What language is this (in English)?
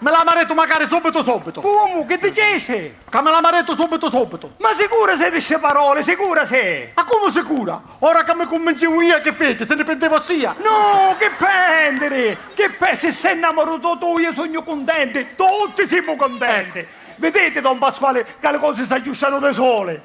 Sicilian